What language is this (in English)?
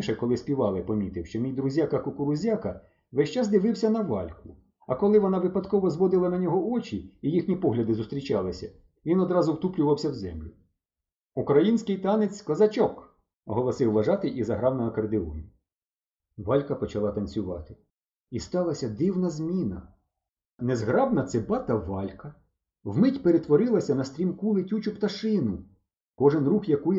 Ukrainian